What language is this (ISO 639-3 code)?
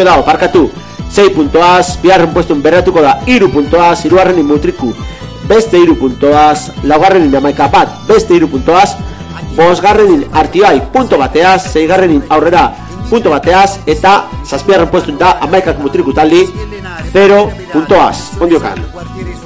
eus